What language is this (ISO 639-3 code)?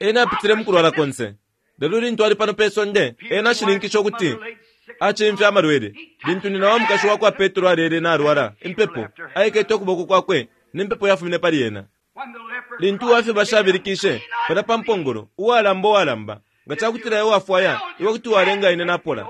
bem